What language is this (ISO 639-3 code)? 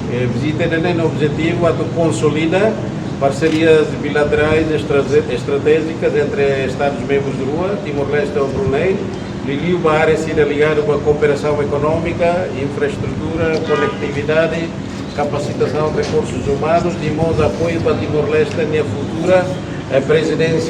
tet